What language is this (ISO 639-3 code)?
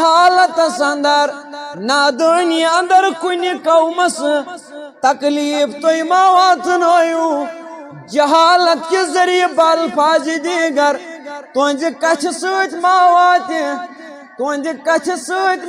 kas